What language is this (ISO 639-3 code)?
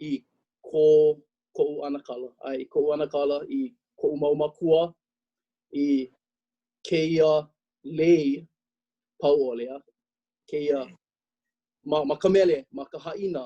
haw